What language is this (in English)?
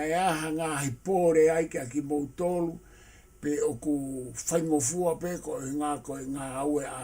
Tongan